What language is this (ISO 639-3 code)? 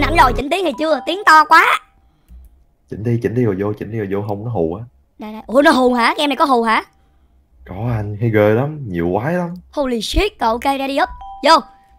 vie